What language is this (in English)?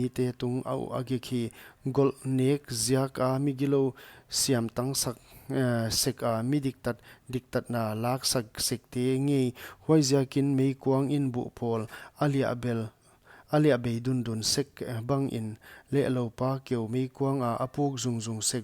Paite Chin